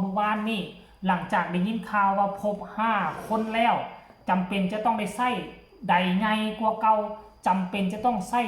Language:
Lao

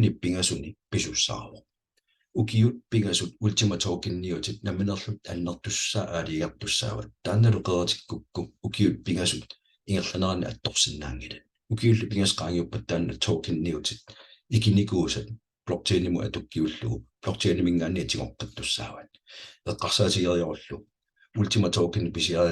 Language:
Kalaallisut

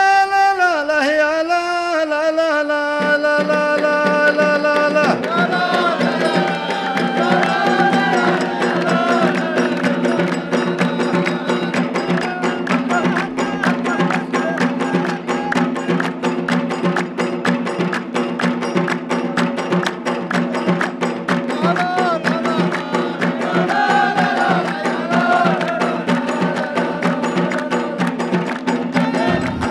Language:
Arabic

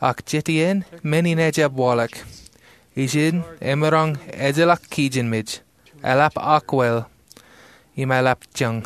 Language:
Marshallese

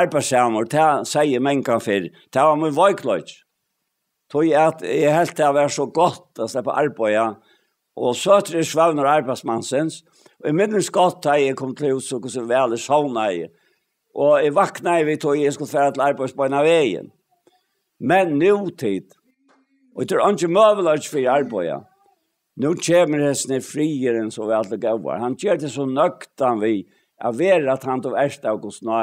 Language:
Faroese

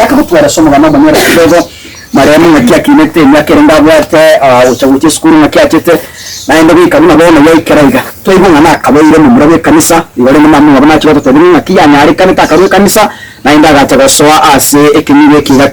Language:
Gusii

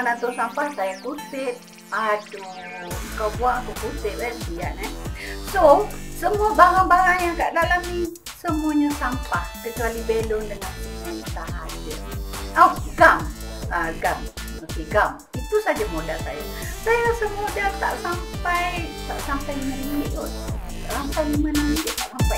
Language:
Malay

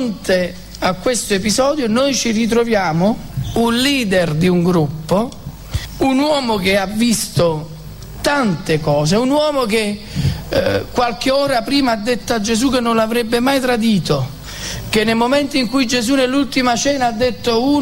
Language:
Italian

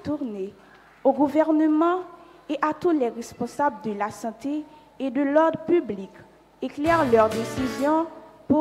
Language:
French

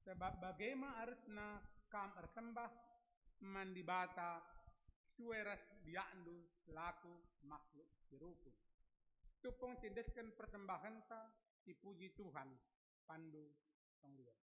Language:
Batak Karo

